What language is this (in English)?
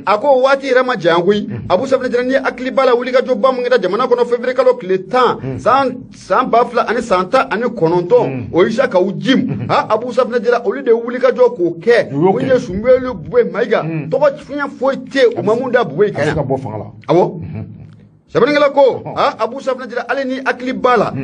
Bambara